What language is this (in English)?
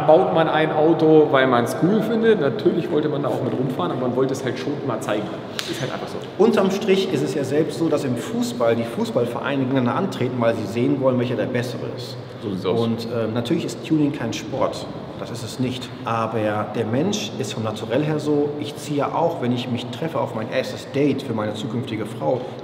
German